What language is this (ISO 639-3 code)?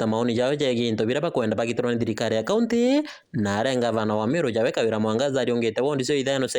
mer